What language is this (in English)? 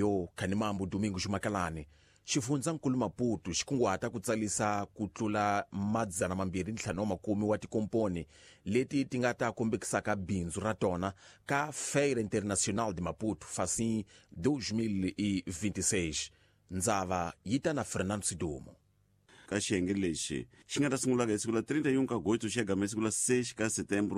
Tsonga